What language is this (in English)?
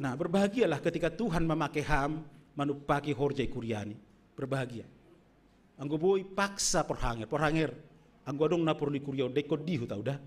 Batak Simalungun